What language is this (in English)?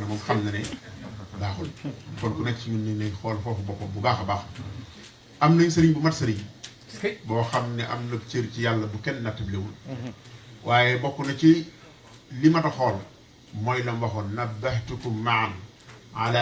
Wolof